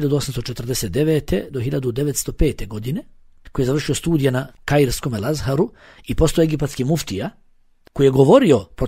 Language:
Bosnian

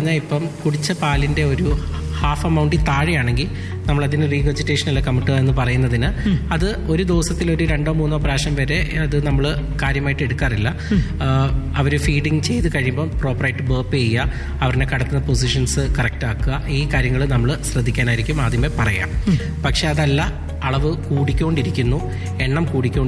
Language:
Malayalam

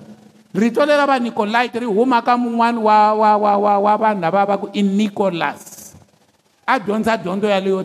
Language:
Tsonga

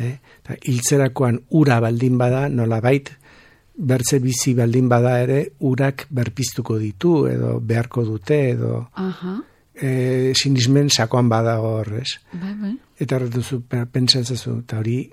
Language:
Basque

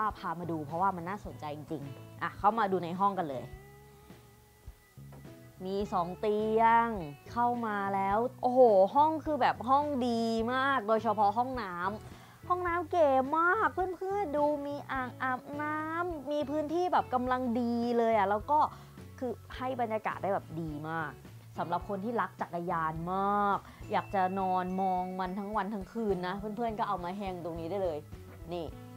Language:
Thai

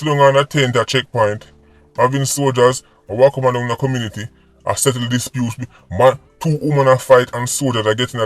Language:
Jamaican Creole English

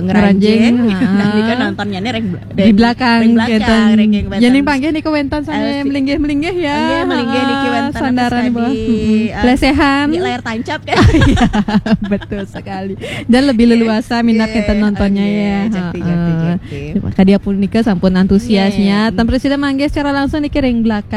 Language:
Balinese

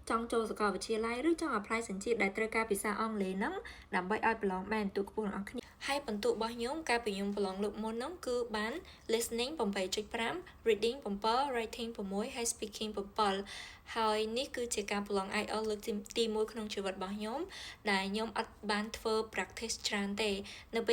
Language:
Khmer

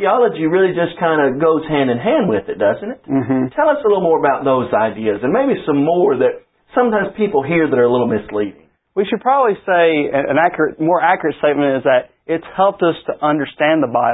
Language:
English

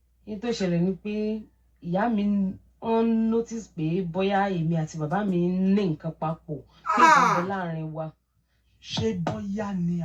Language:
Yoruba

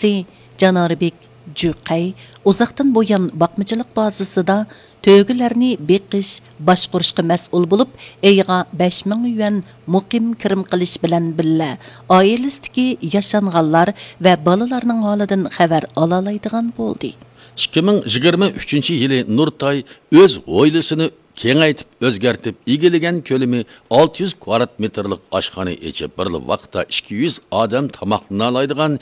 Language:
Uyghur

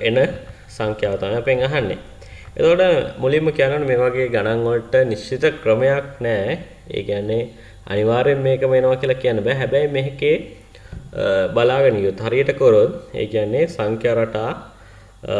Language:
Sinhala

